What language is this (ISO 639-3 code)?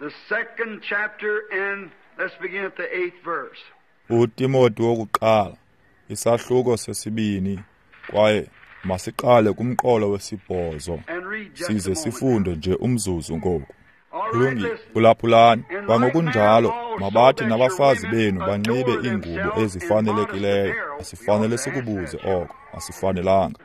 xho